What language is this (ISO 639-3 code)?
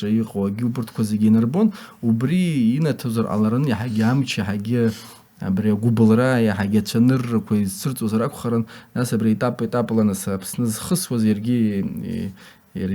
abk